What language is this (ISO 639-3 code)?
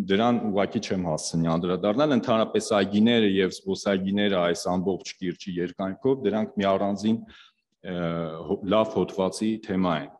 hye